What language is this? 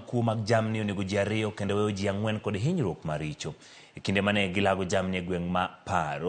Luo (Kenya and Tanzania)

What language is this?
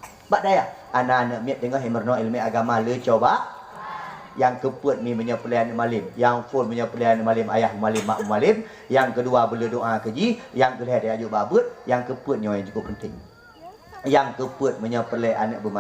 Achinese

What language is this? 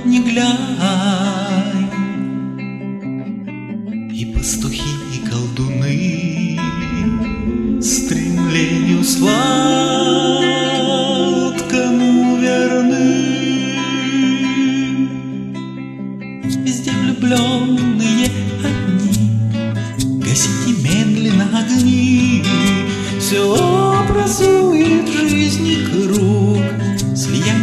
Russian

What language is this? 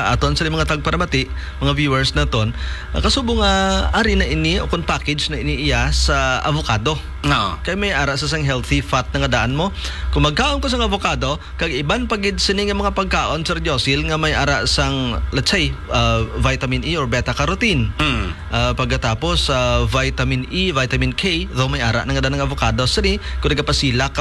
Hiligaynon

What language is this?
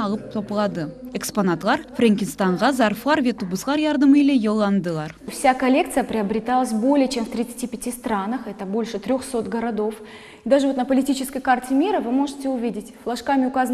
Crimean Tatar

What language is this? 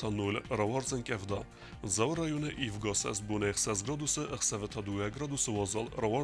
Ossetic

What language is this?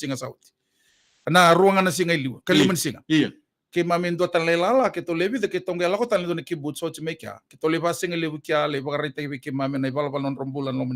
Fijian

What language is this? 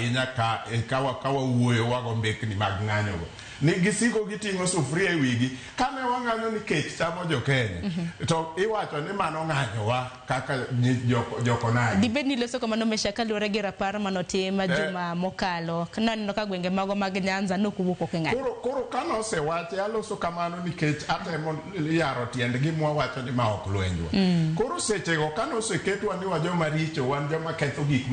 Luo (Kenya and Tanzania)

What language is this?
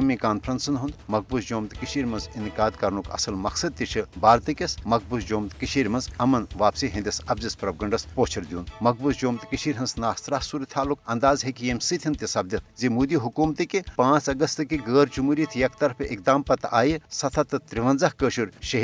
Kashmiri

